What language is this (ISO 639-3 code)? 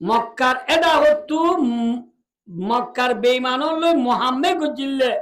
rhg